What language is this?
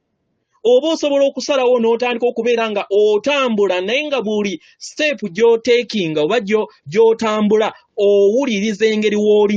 Ganda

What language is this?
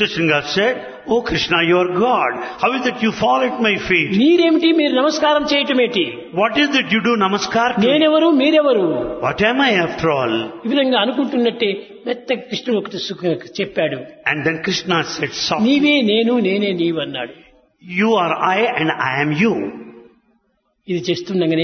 Telugu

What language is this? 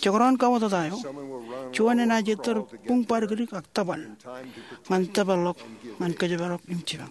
Marshallese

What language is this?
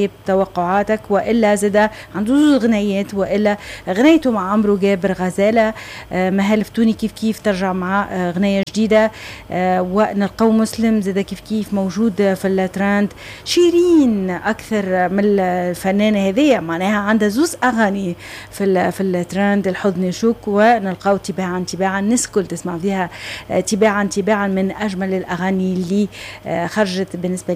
Tunisian Arabic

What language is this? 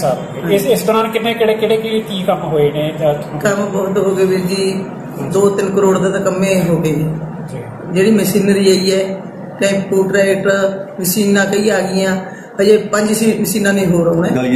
Punjabi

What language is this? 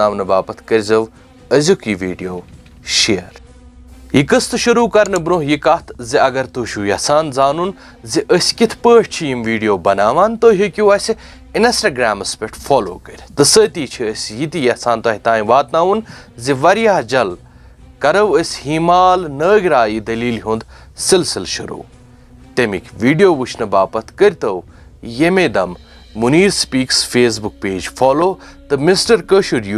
Kashmiri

